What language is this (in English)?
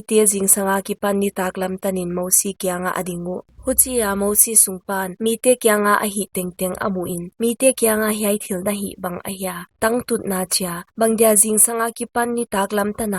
Paite Chin